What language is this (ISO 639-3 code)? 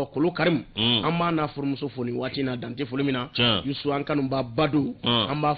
bam